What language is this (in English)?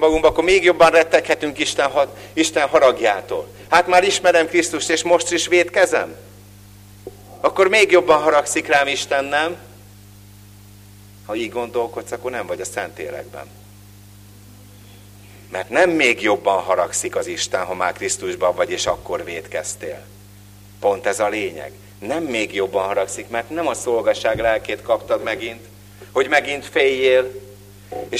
Hungarian